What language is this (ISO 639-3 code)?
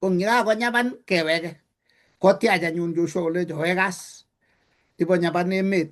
kln